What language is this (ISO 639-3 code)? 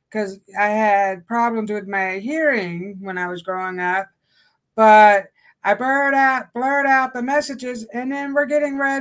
eng